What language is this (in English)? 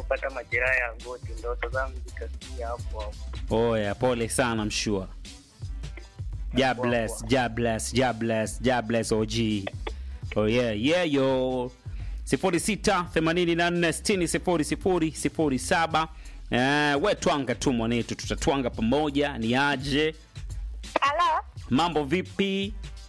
Swahili